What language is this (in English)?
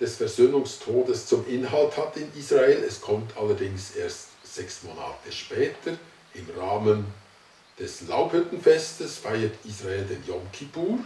Swiss German